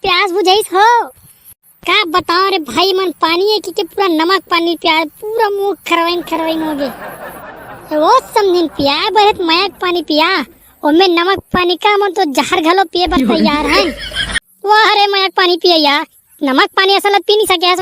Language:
Chhattisgarhi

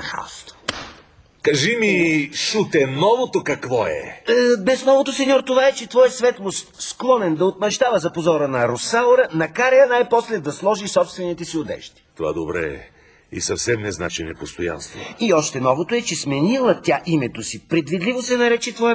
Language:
Bulgarian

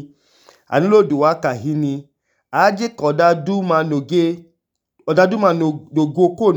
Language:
Idoma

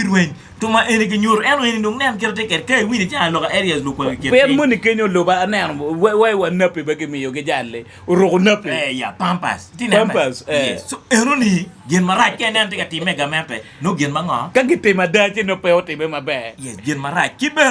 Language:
Acoli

